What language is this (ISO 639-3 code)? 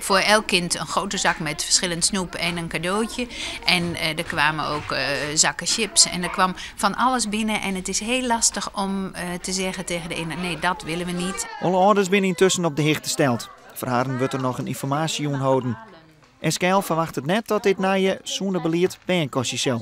fry